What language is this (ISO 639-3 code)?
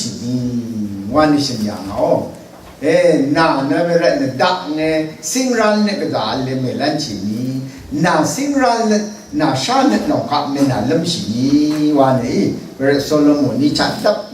raw